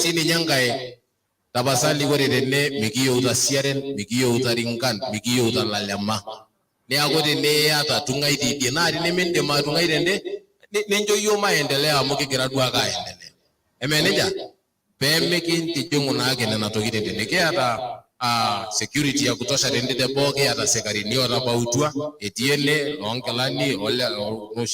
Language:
Masai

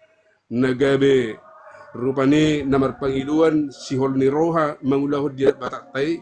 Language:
Batak Toba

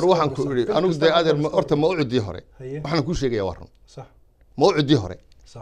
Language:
Somali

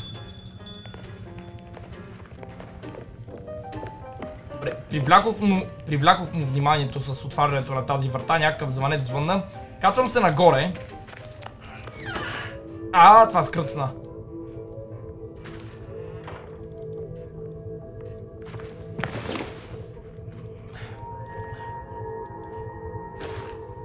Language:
Bulgarian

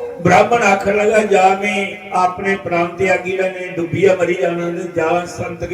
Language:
Dogri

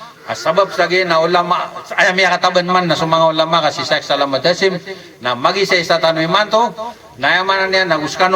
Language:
Maranao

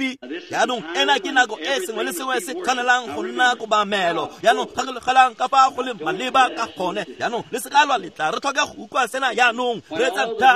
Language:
Tswana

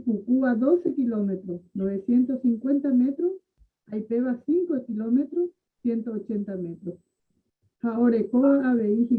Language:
Guarani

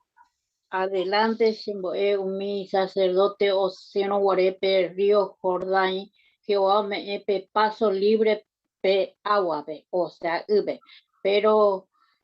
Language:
Guarani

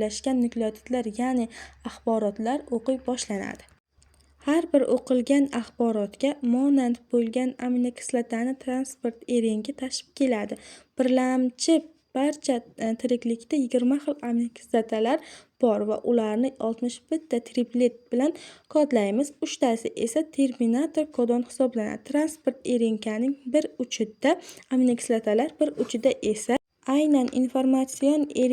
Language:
Uzbek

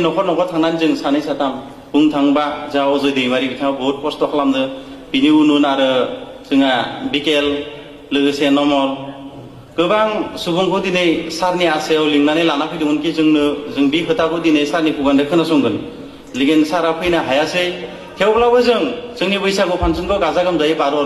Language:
Bodo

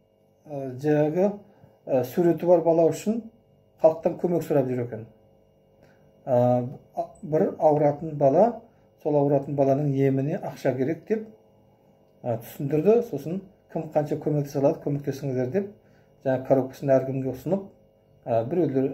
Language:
Kazakh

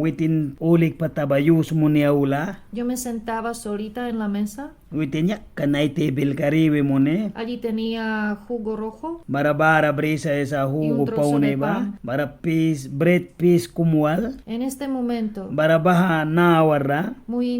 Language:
Mískito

